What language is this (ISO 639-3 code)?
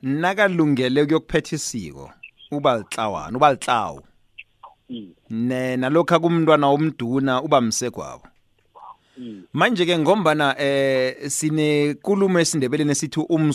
nbl